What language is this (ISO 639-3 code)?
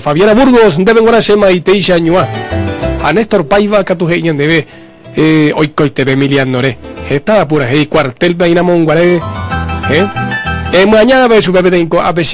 grn